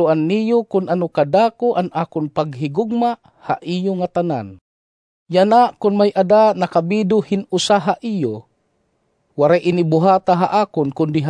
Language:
Waray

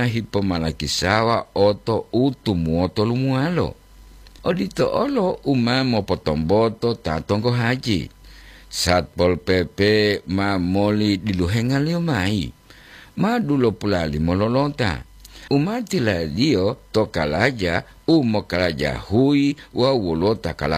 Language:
Gorontalo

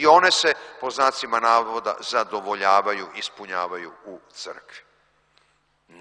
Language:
Serbian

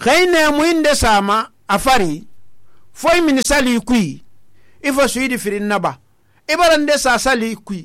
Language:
Susu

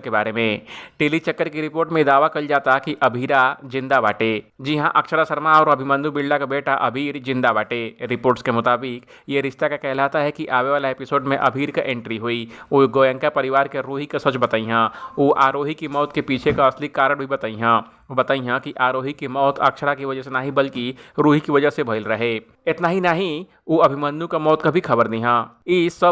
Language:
Bhojpuri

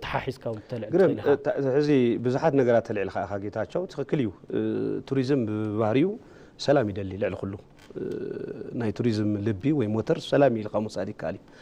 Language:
Tigrinya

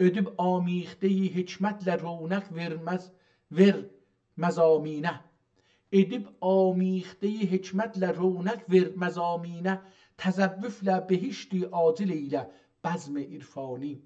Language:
South Azerbaijani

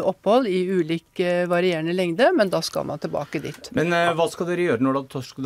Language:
Norwegian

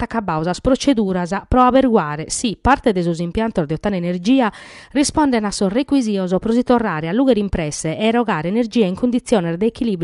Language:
Sardinian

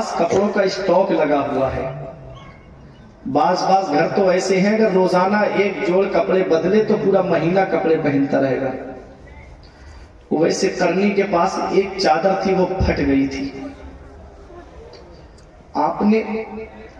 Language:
Urdu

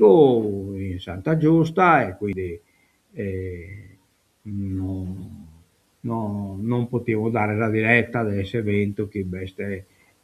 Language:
Sardinian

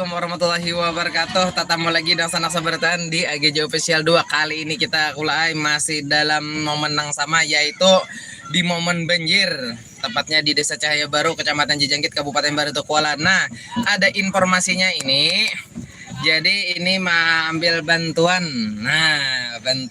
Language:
Banjar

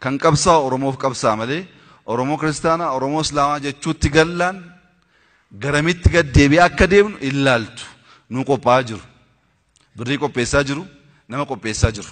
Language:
Oromo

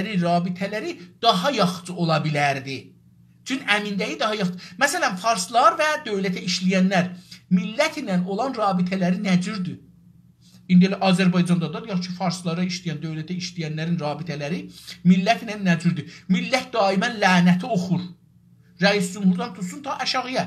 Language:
South Azerbaijani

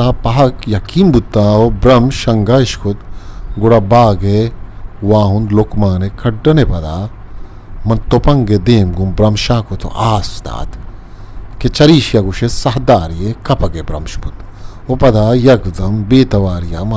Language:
Eastern Balochi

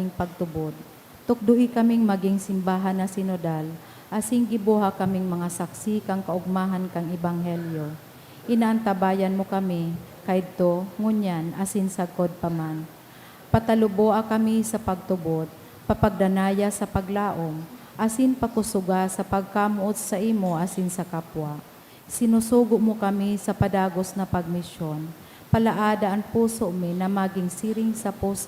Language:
Bikol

